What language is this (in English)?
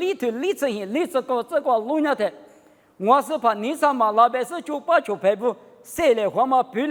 Lisu